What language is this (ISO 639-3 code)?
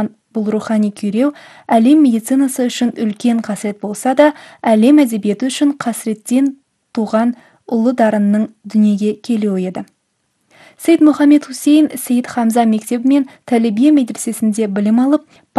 kaz